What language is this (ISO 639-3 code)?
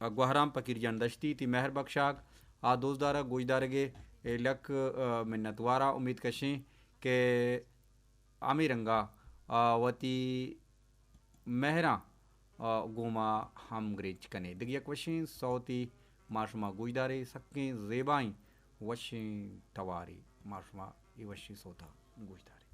bal